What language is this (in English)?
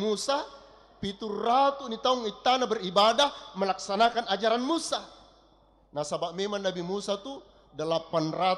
Buginese